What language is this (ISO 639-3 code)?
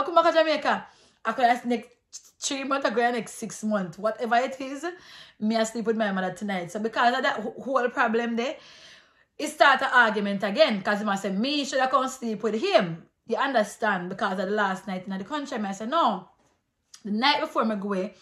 jam